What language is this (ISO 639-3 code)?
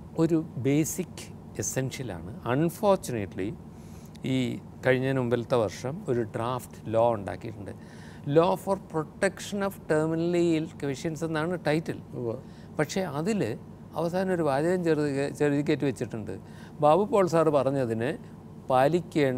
mal